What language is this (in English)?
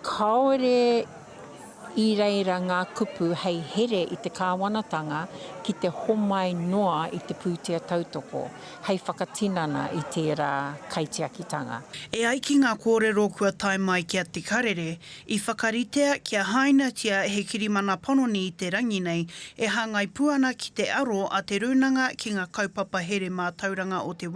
Māori